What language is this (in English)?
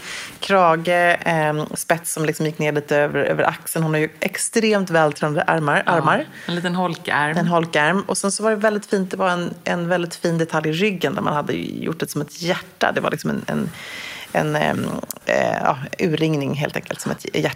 Swedish